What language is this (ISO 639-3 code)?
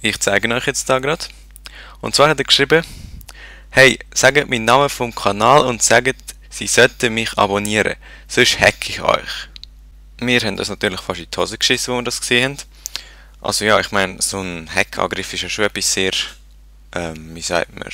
gsw